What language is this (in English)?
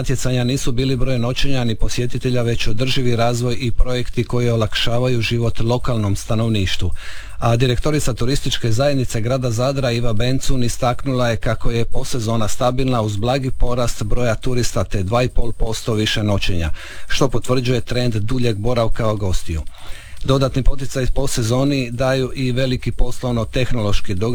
Croatian